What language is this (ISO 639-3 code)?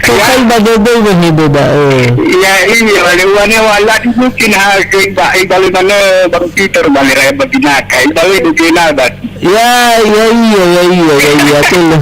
nia